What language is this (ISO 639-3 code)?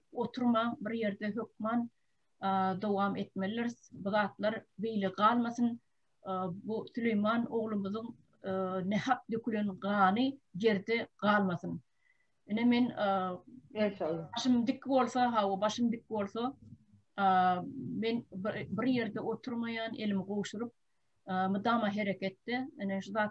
tuk